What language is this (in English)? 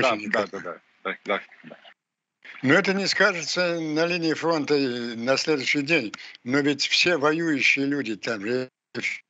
Russian